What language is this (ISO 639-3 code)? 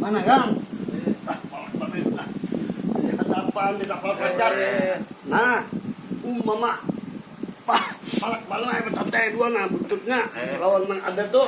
bjn